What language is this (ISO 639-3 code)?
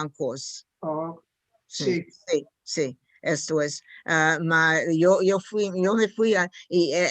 lad